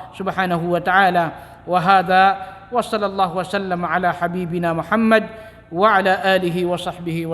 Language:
Maranao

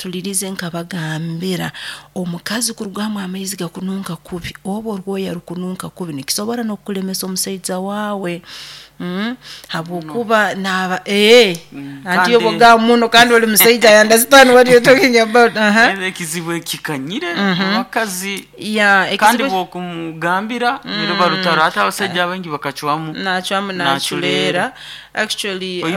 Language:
Nyoro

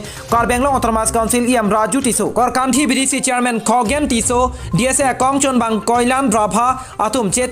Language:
Karbi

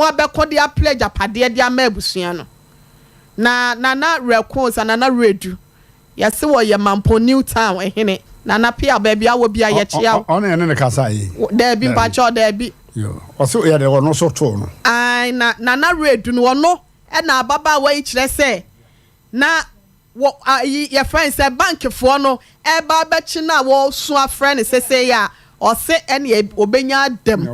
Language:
Akan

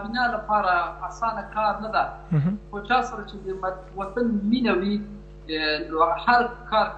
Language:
Pashto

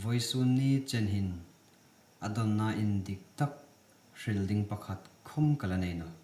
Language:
Hmar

